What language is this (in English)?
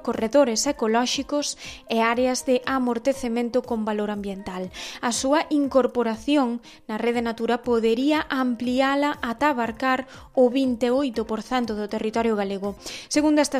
Galician